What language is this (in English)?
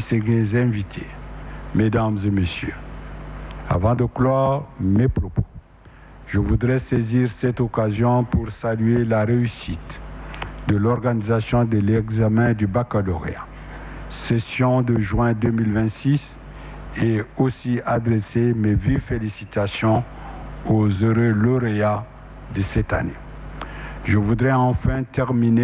French